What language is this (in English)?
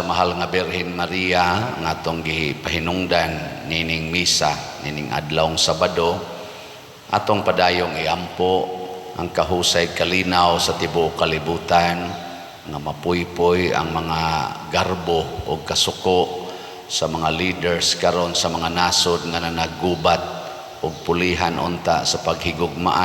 Cebuano